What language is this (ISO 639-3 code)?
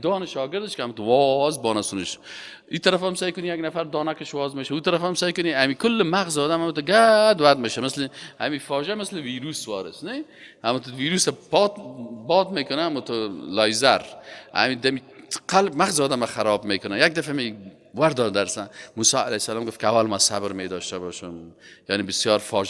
fas